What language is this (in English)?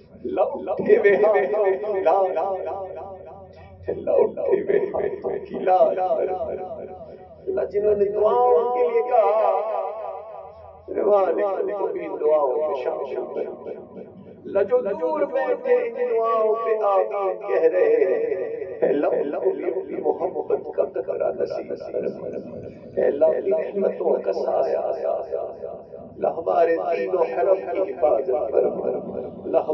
Urdu